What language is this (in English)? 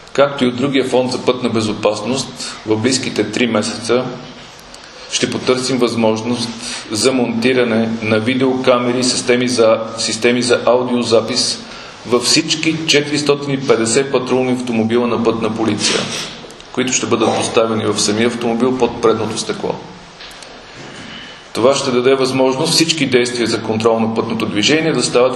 Bulgarian